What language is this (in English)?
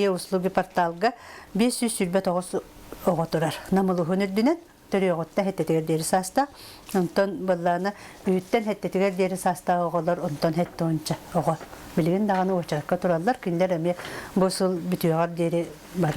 Yakut